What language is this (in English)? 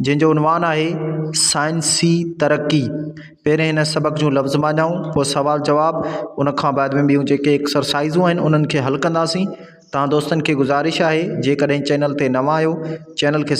Sindhi